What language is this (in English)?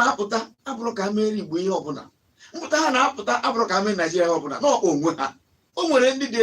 Igbo